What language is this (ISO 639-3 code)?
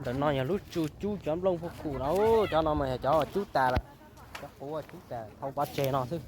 hmn